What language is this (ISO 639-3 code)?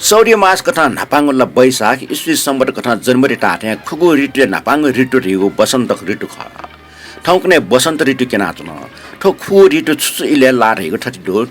new